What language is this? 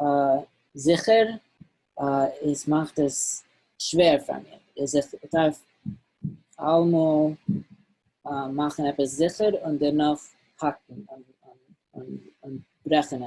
Yiddish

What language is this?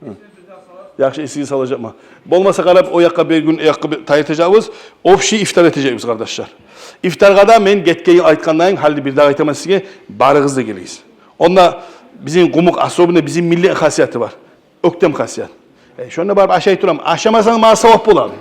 Kumyk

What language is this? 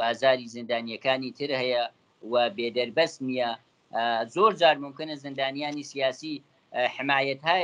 Central Kurdish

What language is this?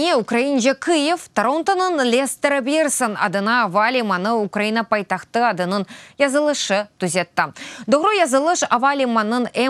Crimean Tatar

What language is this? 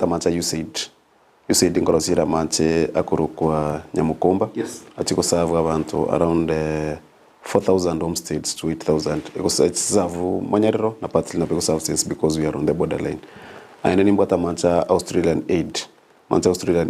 Gusii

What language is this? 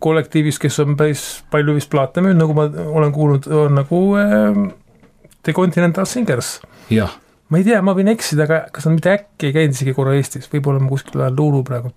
Estonian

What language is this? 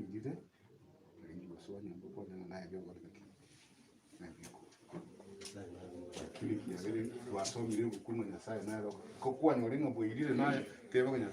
Gusii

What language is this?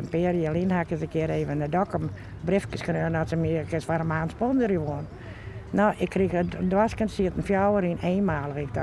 Western Frisian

